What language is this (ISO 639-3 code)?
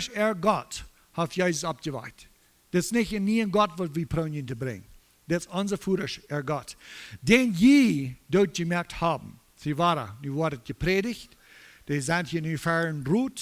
pdt